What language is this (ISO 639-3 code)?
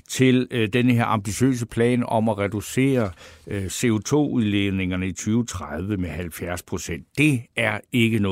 dan